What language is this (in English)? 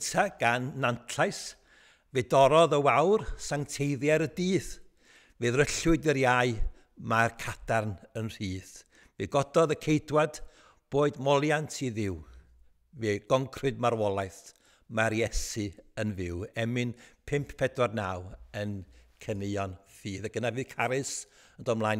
Welsh